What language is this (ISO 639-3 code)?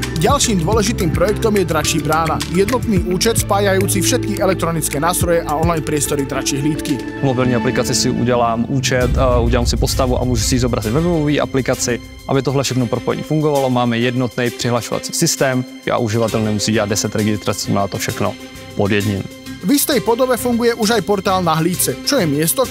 slk